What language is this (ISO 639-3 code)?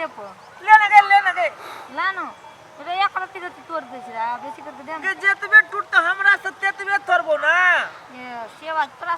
mai